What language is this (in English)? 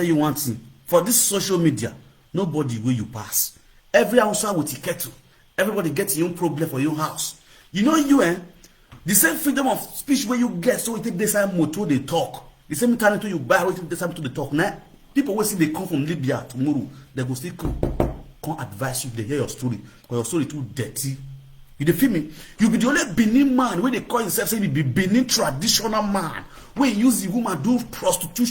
Nigerian Pidgin